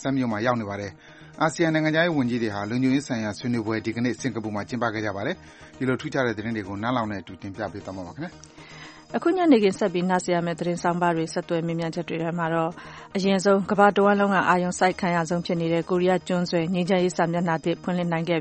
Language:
Burmese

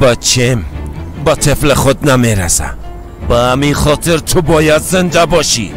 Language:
Persian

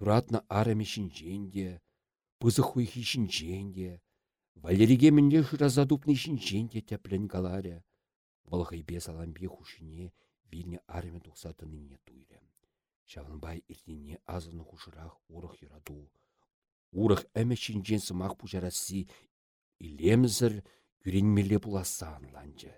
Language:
Chuvash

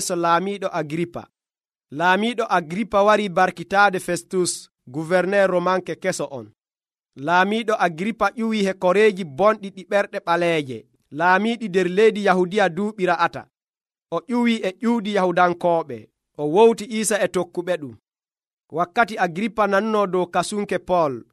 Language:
Nigerian Fulfulde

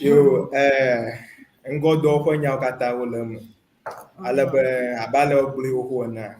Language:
Ewe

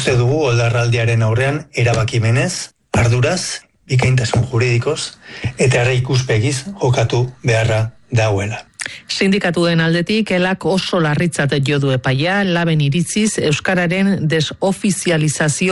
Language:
Basque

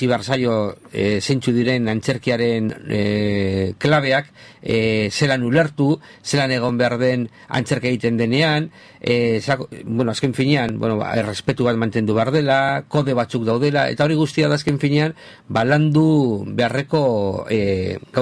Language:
Basque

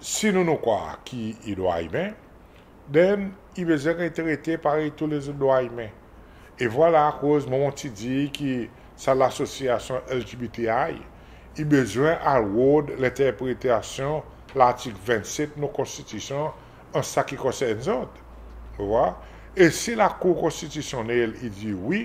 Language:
Seselwa Creole French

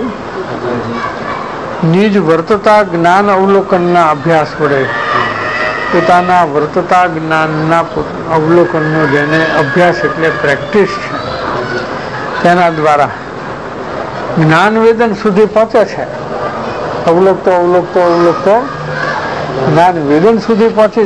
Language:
Gujarati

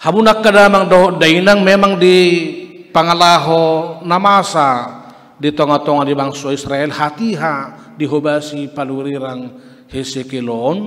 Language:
Batak Toba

